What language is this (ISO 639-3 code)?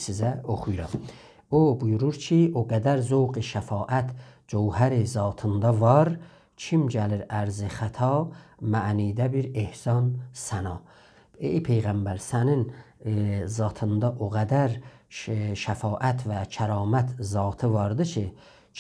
azb